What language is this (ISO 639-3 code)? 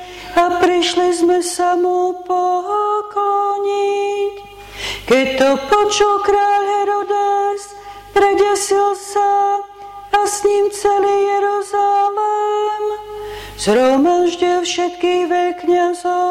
slk